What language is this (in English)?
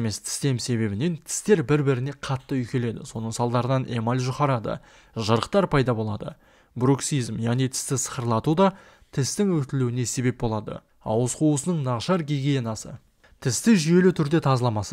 Kazakh